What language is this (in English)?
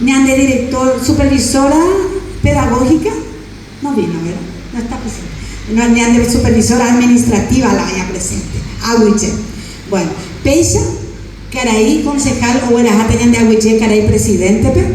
Guarani